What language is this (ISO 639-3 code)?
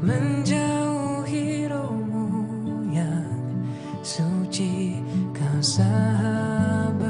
abs